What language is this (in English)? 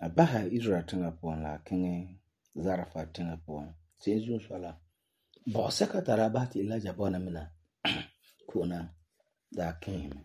Frafra